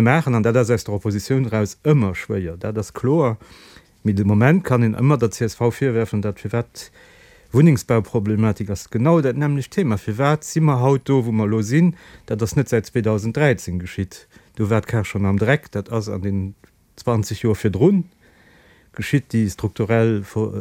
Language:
Luxembourgish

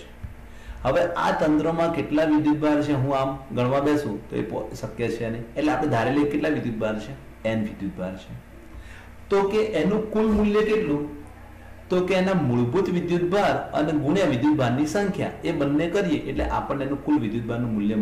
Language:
Gujarati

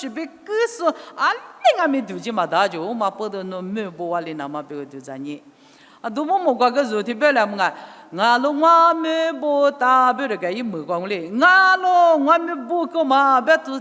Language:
Lisu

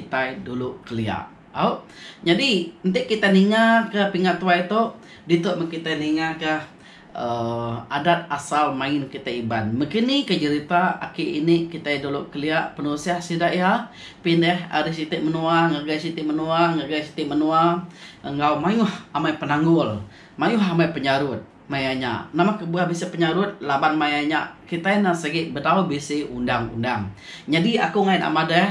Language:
Iban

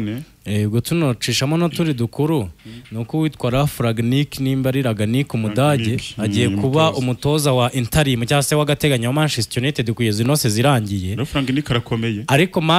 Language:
Kinyarwanda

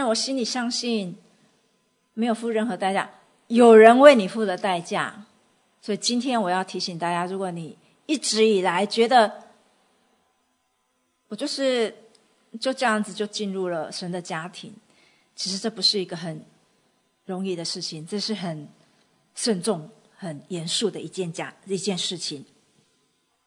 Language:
Chinese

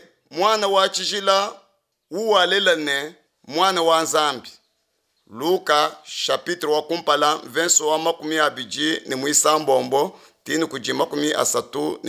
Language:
Luba-Lulua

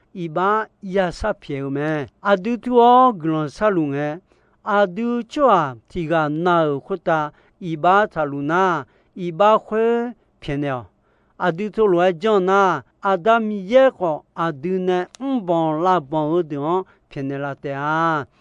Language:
Akha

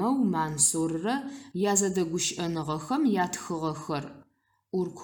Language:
Adyghe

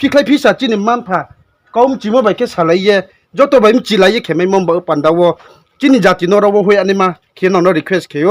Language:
Riang (India)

